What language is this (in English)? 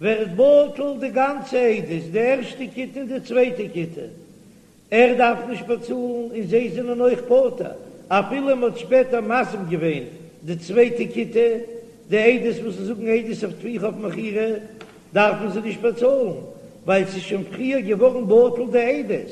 Yiddish